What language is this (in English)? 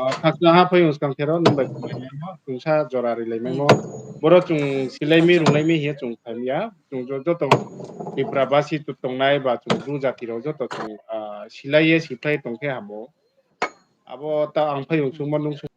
Riang (India)